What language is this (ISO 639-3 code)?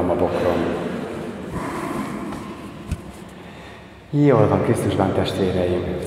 hun